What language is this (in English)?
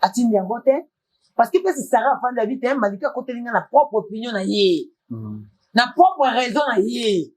Lingala